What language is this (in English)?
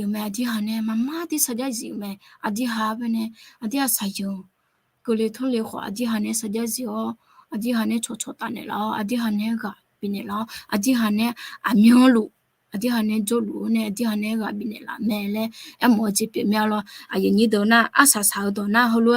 Akha